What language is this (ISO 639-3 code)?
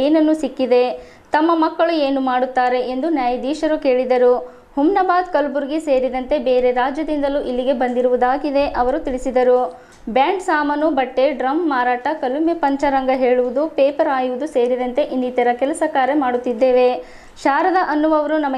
kan